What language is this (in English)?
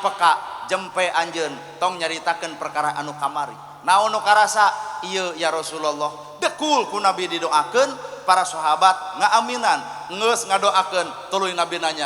Sundanese